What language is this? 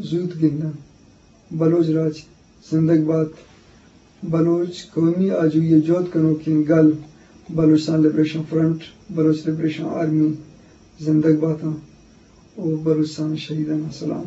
Eastern Balochi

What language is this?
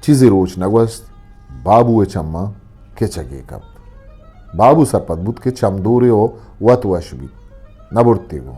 Eastern Balochi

